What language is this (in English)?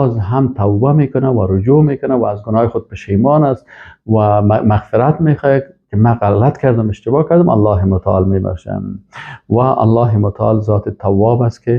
Persian